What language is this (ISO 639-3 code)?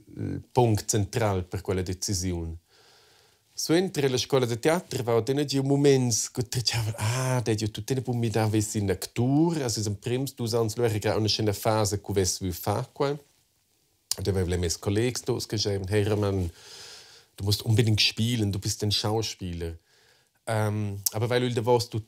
roh